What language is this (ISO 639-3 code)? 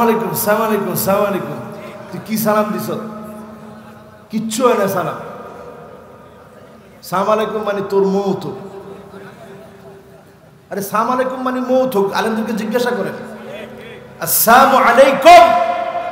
ben